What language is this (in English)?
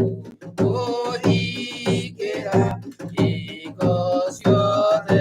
Kikuyu